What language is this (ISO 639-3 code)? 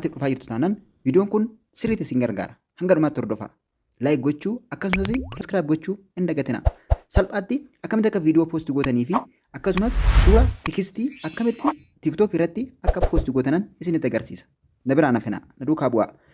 orm